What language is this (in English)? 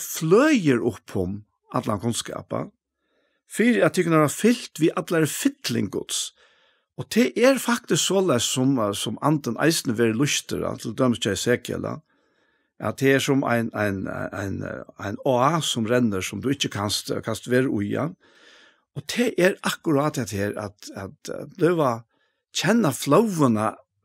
Faroese